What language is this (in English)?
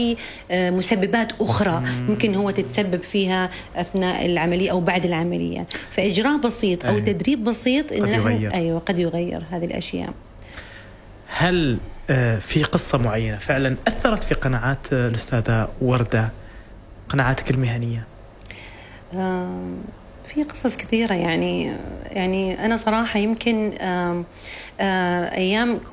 Arabic